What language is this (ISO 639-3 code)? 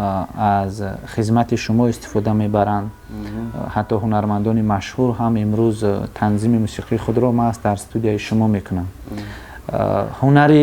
tgk